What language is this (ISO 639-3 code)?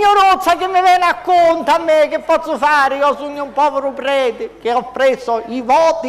scn